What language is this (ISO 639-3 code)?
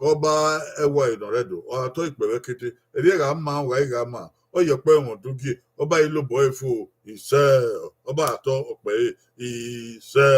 bin